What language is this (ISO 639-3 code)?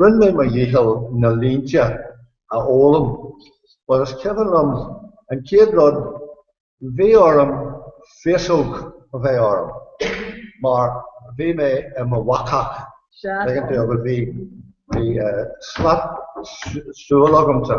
gle